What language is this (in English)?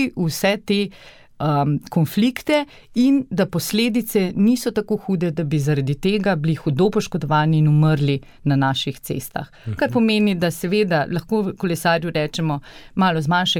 Slovenian